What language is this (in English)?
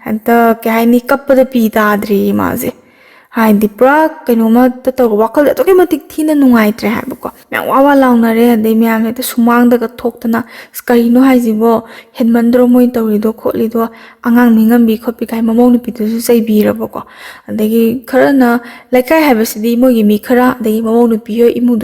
Manipuri